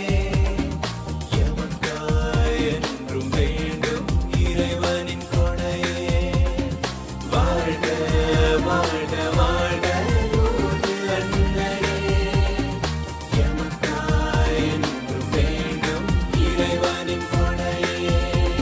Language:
Tamil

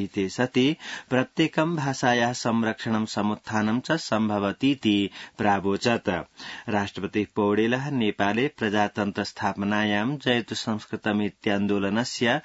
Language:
Sanskrit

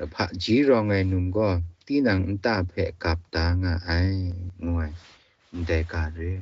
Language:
Kachin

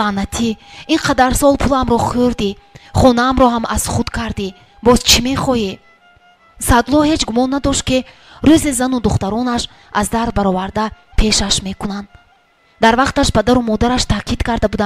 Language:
Tajik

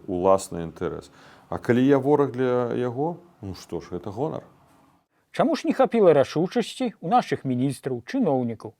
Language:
Belarusian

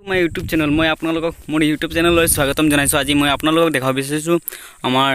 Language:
Assamese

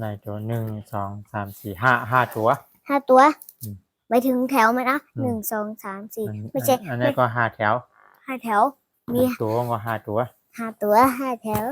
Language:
Shan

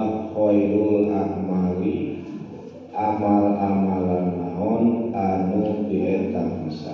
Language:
Sundanese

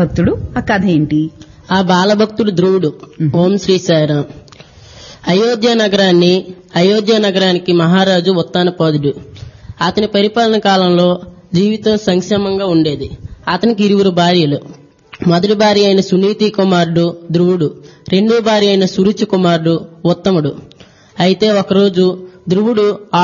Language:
Telugu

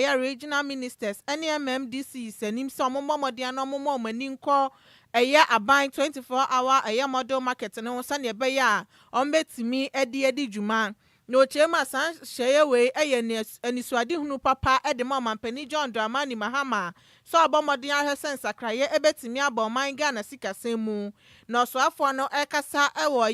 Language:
Akan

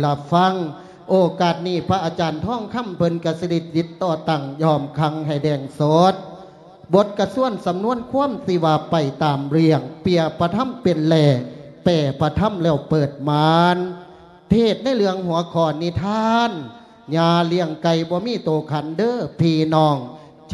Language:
Lao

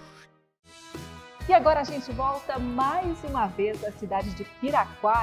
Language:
Portuguese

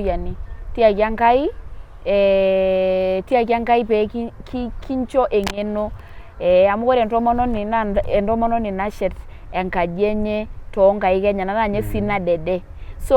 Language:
Masai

